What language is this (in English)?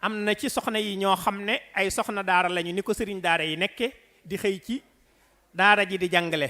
Wolof